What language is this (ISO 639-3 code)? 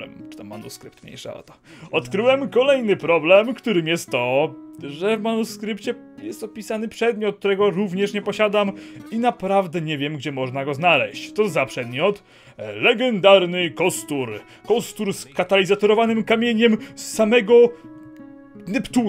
pol